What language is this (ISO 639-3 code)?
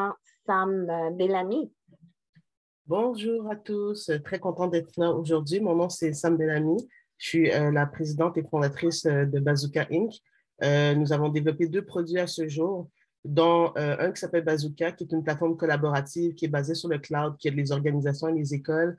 fra